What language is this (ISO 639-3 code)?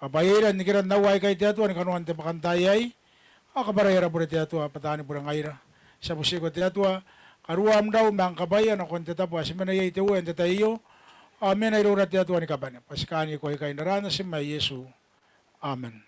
gil